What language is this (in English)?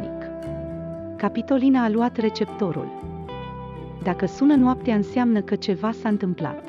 Romanian